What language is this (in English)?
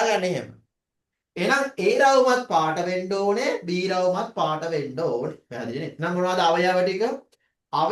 Sinhala